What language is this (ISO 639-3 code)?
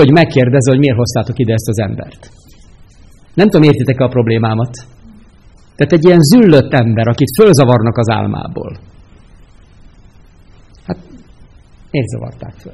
hun